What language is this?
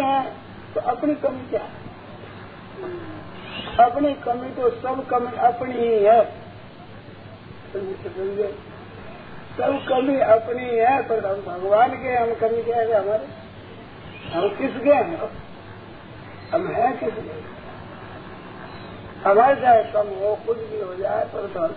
Hindi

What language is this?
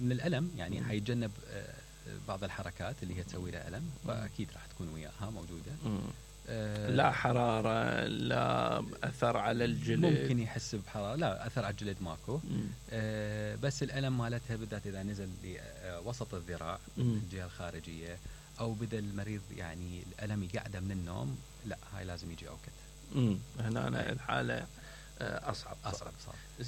Mesopotamian Arabic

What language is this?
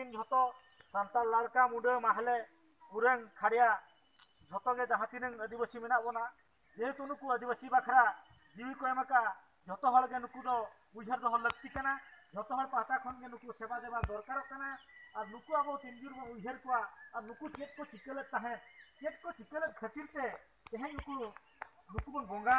Santali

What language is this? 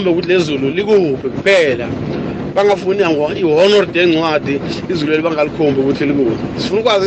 South Ndebele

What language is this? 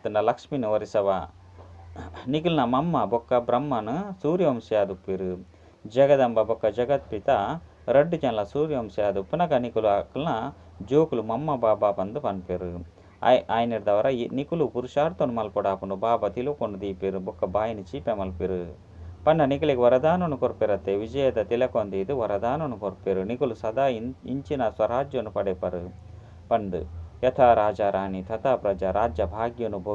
Tulu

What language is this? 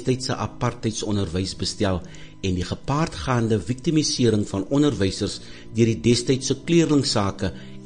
Afrikaans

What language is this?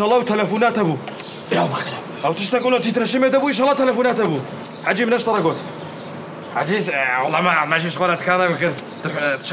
Kurdish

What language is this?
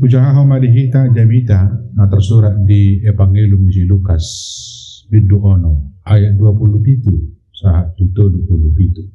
Batak Toba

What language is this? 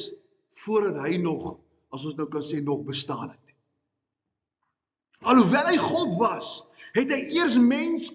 Afrikaans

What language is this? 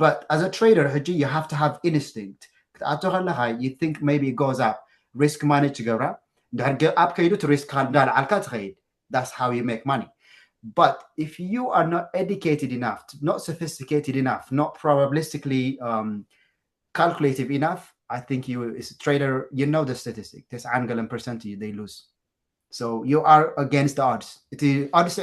Tigrinya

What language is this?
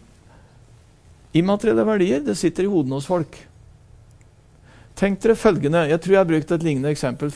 Norwegian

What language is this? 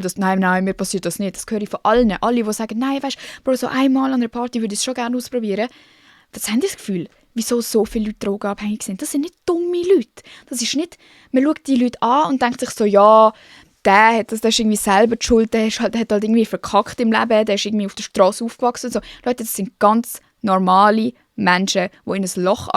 Swiss German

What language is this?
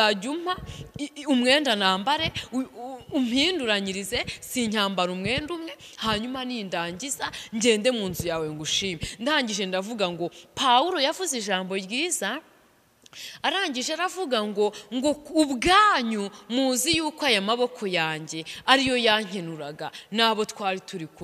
Kinyarwanda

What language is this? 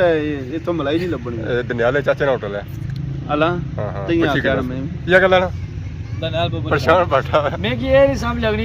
Pahari-Potwari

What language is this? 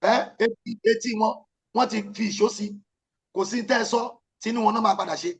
Yoruba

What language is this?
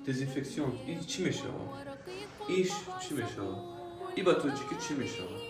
Tajik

